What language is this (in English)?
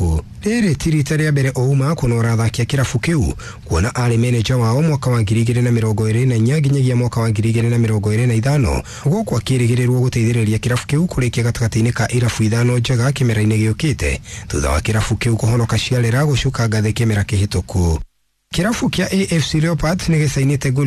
Kikuyu